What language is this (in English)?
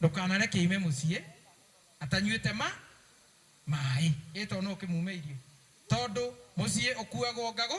Kikuyu